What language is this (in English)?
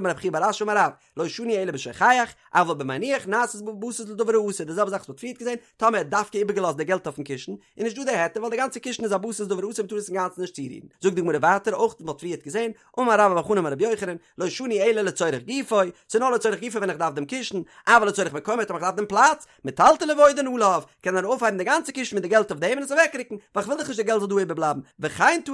Yiddish